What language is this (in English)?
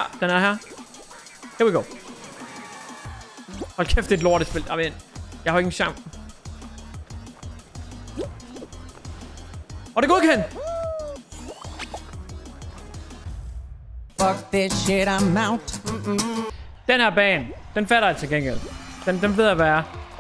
Danish